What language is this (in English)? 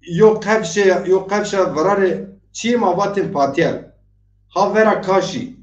Zaza